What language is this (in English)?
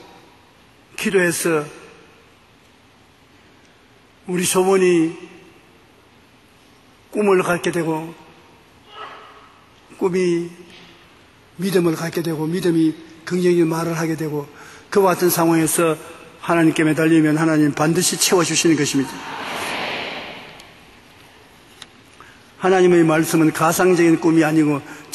Korean